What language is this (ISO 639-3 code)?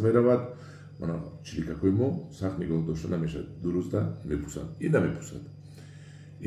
tgk